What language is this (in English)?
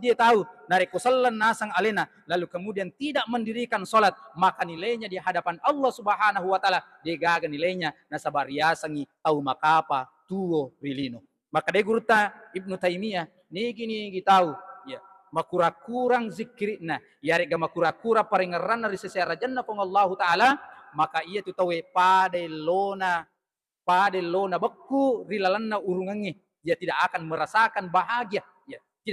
Buginese